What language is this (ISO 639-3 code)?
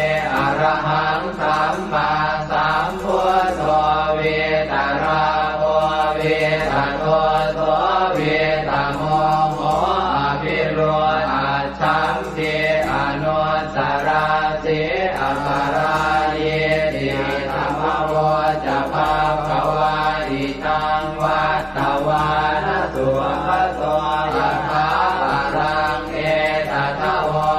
pli